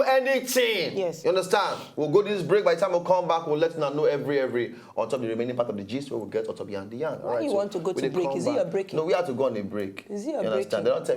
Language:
Nigerian Pidgin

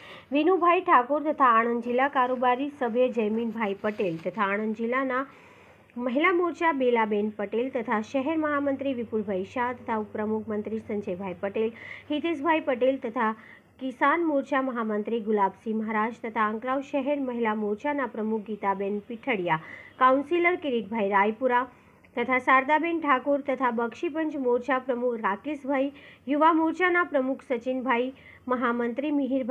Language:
Gujarati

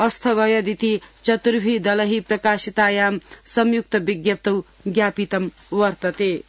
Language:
Sanskrit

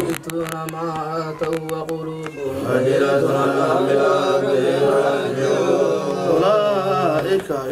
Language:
Arabic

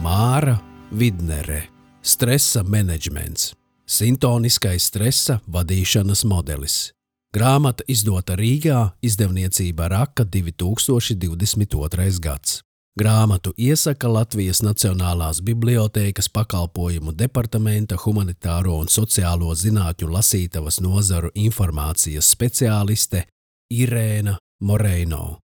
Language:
Latvian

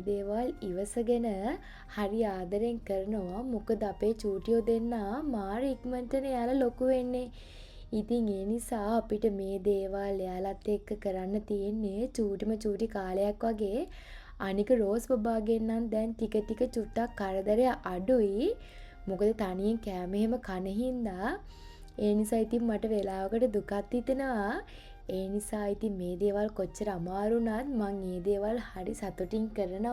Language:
Sinhala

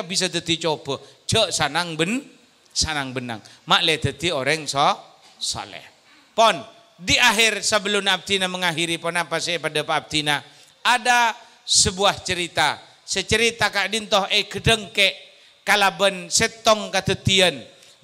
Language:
Madurese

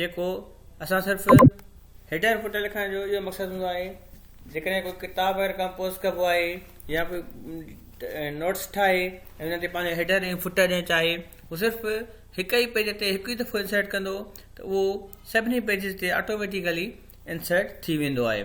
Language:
Sindhi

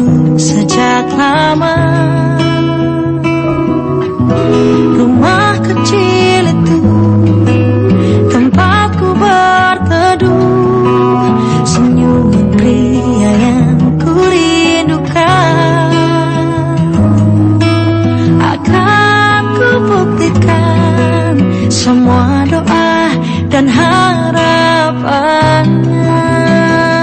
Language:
Indonesian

